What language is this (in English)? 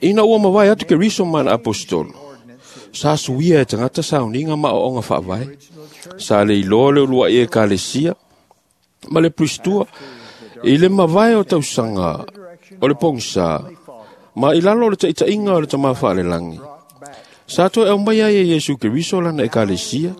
Samoan